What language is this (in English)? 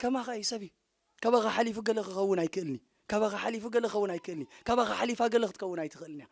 Tigrinya